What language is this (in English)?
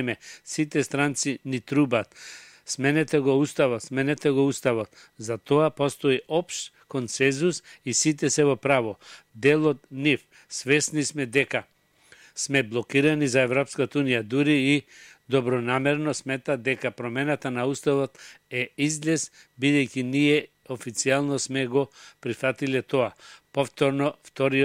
Macedonian